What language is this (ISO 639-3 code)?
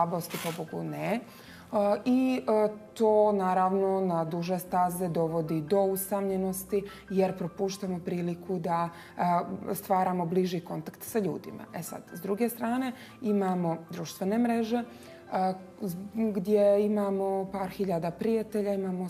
bos